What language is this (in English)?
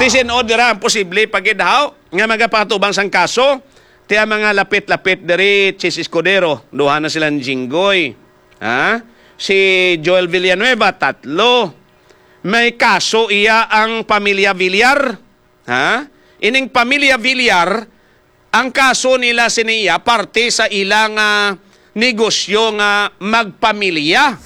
Hiligaynon